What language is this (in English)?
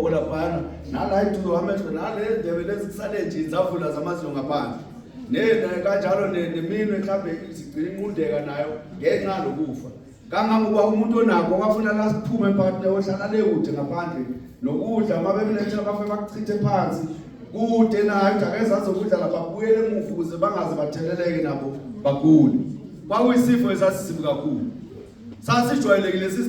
Zulu